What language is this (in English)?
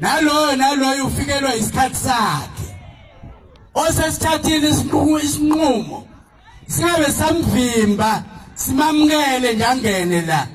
Zulu